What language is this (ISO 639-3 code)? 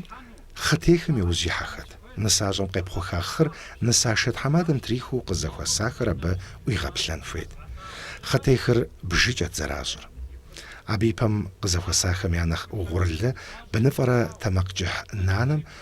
kbd